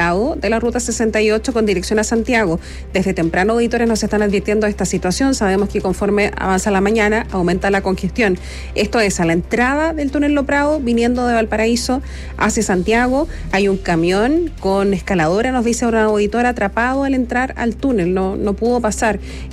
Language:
Spanish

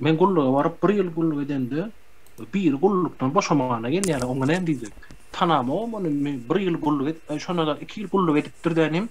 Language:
Turkmen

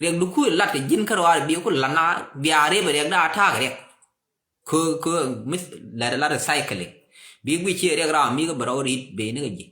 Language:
Nuer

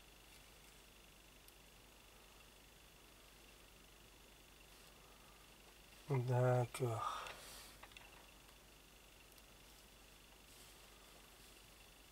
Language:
French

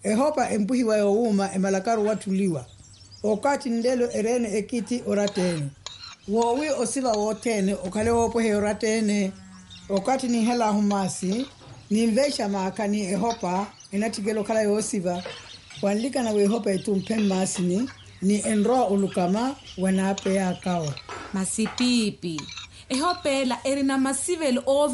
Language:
Makhuwa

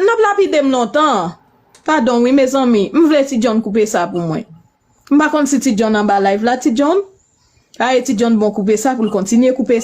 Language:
Haitian Creole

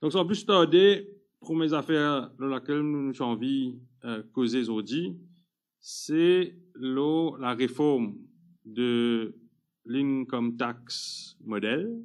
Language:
Morisyen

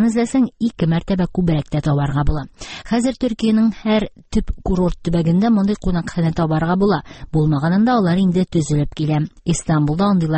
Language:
Tatar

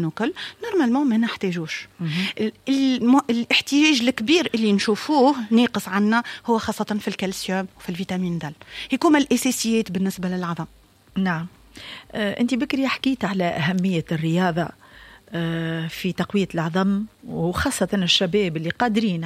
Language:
Tunisian Arabic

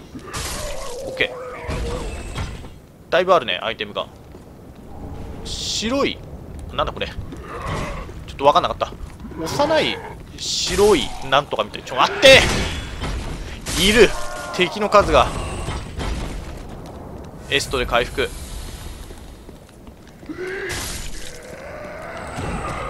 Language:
Japanese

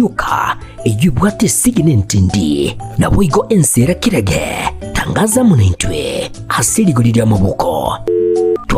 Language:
Gusii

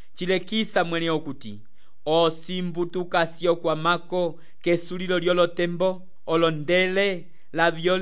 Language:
Umbundu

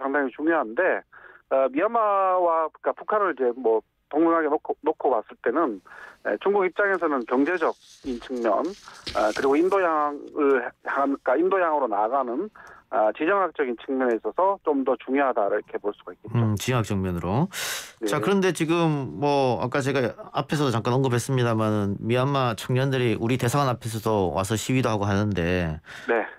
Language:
Korean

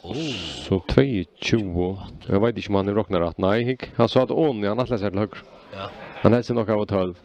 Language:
Faroese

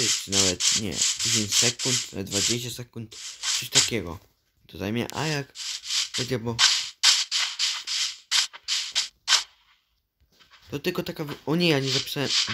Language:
Polish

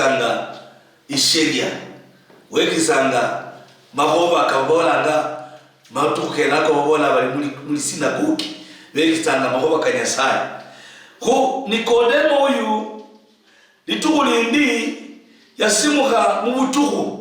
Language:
Luyia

